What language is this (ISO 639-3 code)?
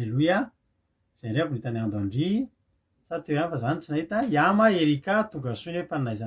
mlg